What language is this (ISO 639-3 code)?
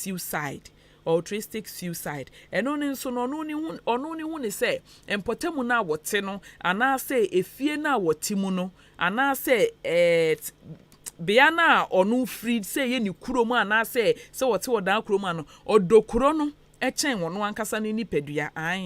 aka